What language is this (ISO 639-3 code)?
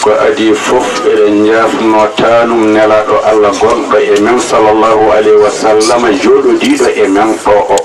ful